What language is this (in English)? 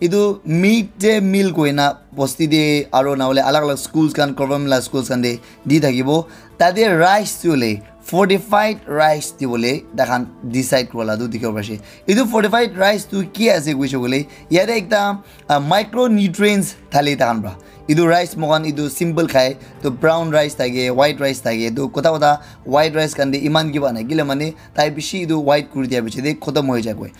Naga Pidgin